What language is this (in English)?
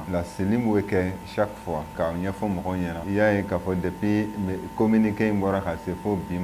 Bambara